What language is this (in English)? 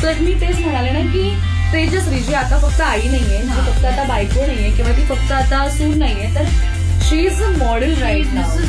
Marathi